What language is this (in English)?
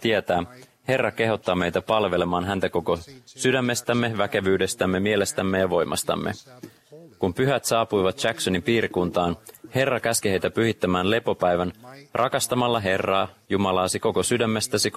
Finnish